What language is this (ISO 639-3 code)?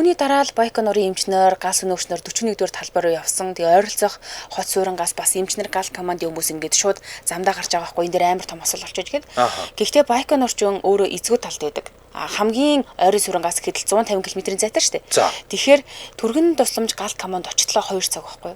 mon